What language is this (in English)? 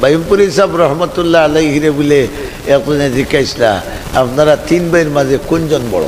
Sylheti